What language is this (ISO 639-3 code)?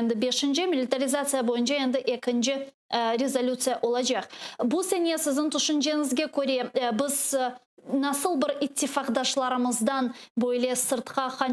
crh